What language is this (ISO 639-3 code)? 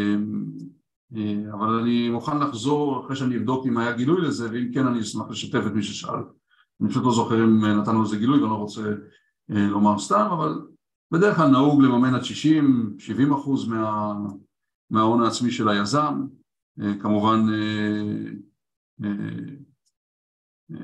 heb